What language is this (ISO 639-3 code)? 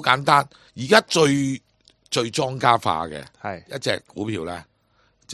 yue